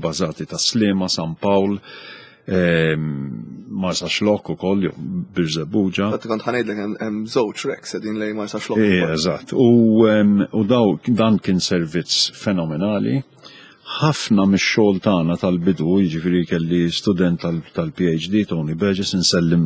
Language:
Maltese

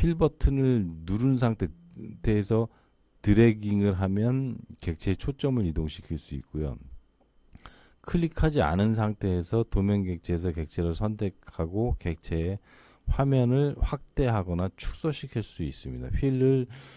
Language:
Korean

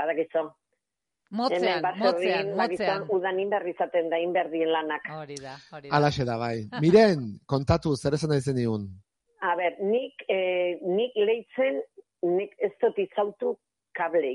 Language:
Basque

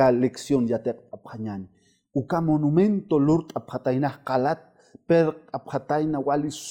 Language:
Aymara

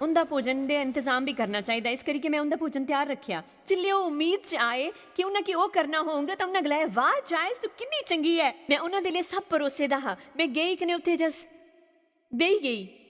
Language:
Dogri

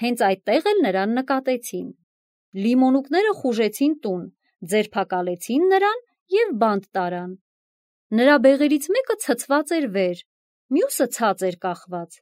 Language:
Armenian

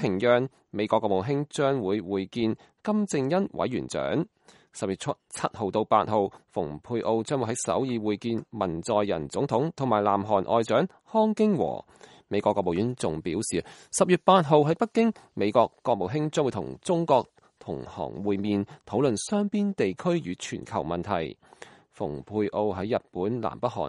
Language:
Cantonese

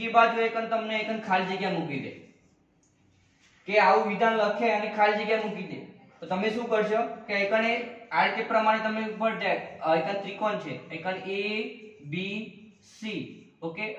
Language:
Gujarati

